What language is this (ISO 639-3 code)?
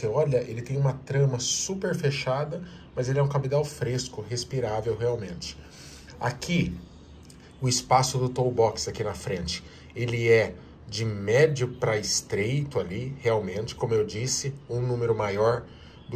por